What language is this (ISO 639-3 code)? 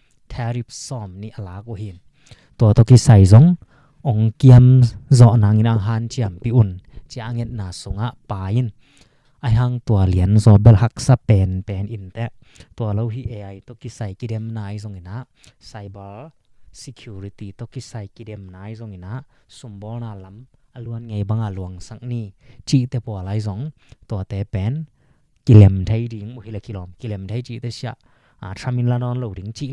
ctd